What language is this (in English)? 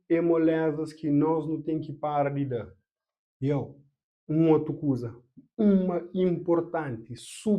Kabuverdianu